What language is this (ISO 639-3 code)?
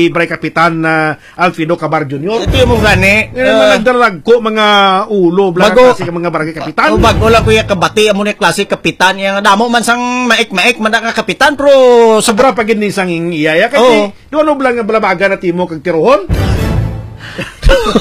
hil